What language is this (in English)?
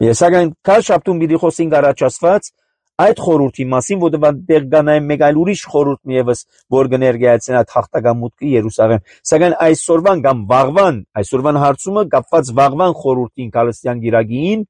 Armenian